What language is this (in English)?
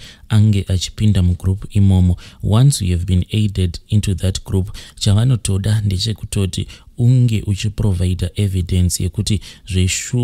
Shona